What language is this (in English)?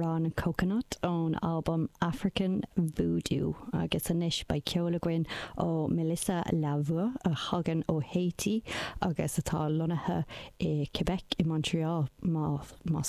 Irish